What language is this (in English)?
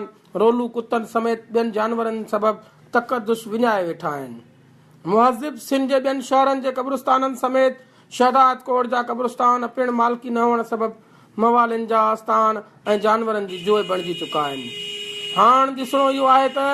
Sindhi